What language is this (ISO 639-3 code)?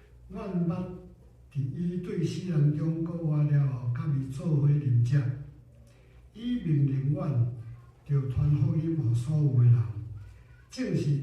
nan